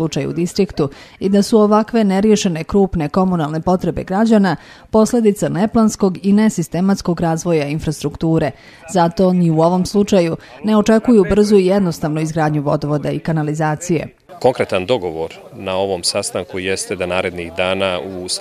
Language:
Bosnian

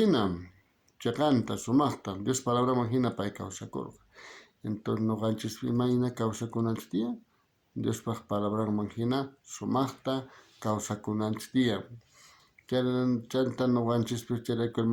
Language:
South Bolivian Quechua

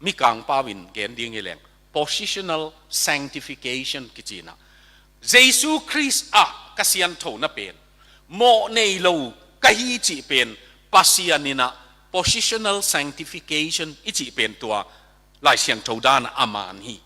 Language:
Tedim Chin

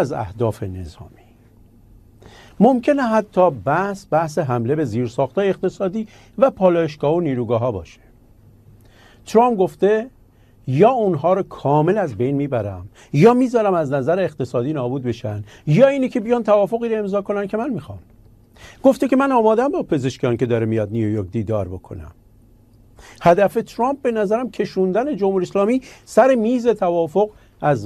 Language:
Persian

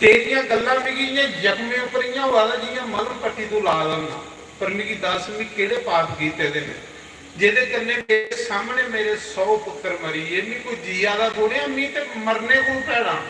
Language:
Dogri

